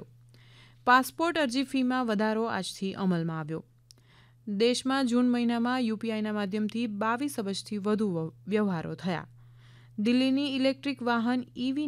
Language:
Gujarati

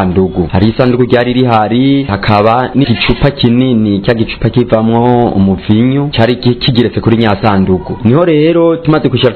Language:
Rundi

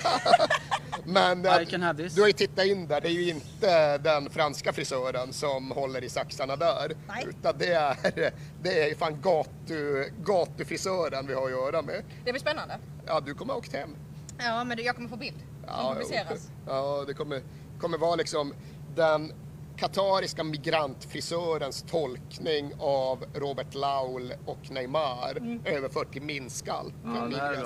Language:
Swedish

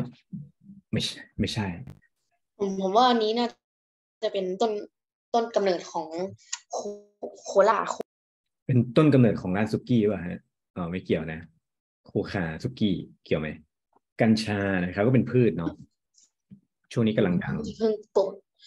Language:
Thai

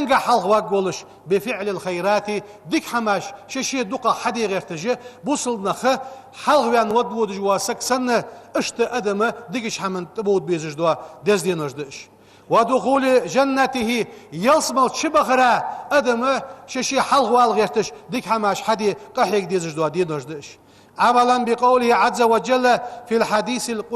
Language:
Ingush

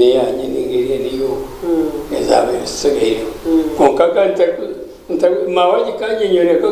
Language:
Nyankole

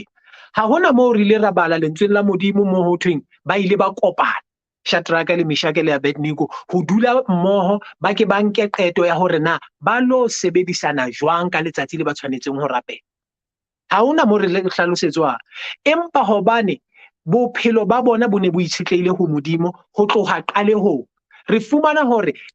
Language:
Southern Sotho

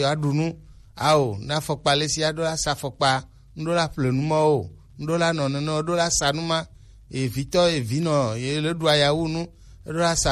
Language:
Gen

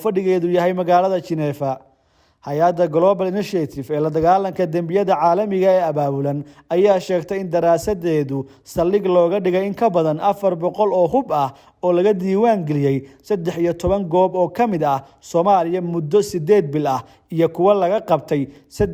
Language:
Somali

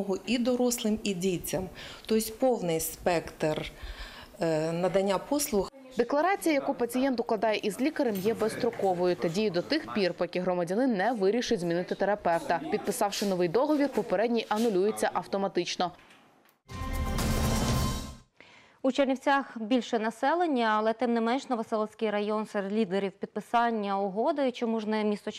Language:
Ukrainian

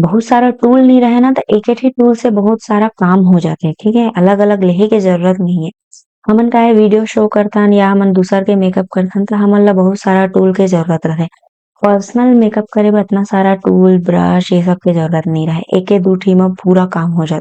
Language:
Chhattisgarhi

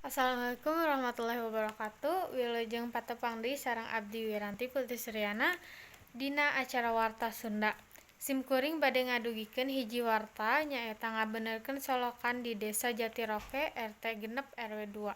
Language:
Sundanese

